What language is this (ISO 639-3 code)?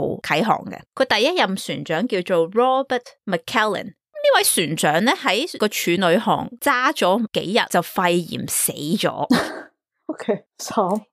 yue